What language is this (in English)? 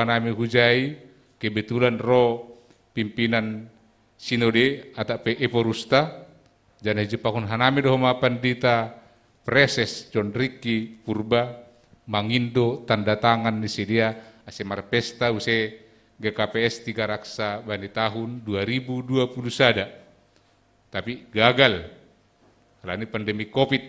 Batak Simalungun